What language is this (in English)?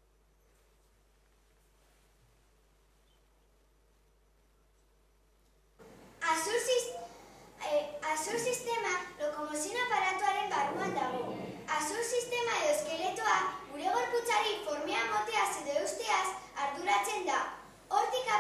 Basque